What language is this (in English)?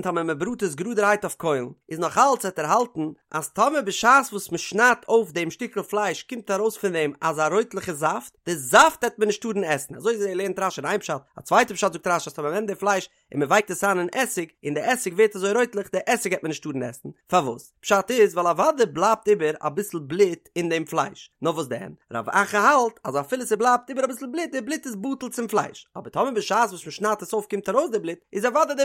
Yiddish